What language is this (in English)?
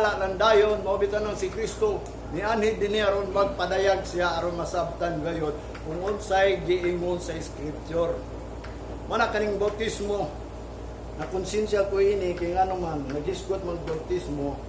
Cebuano